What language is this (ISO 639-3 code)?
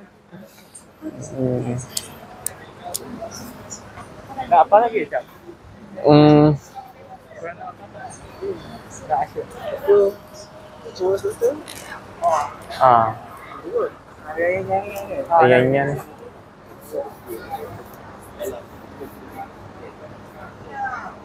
msa